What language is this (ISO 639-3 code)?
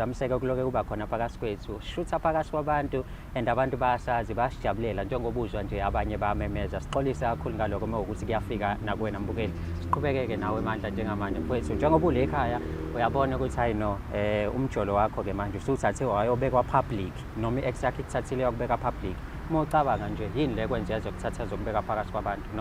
zul